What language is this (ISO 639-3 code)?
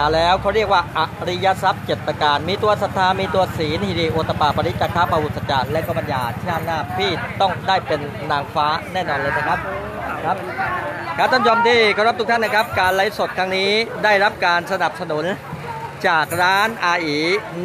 tha